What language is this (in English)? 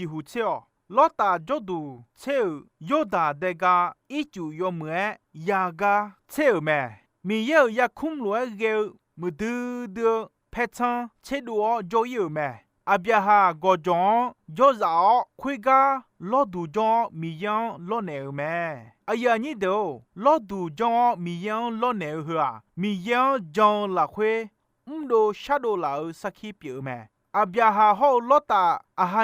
Akha